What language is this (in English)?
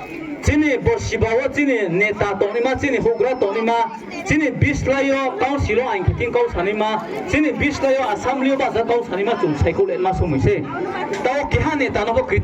Riang (India)